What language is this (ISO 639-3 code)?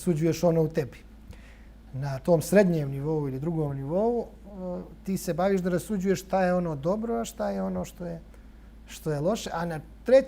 bos